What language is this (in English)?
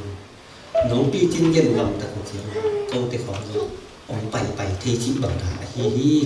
Tedim Chin